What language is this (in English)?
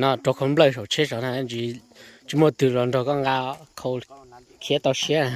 Hmong